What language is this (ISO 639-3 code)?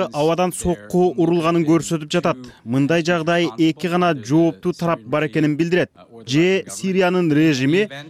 kir